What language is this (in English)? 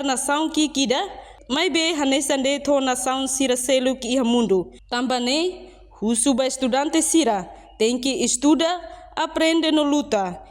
Tetum